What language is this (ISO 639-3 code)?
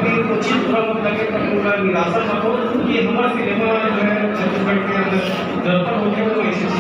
hne